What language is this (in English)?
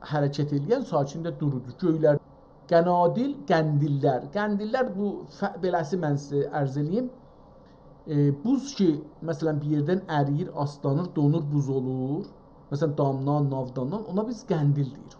South Azerbaijani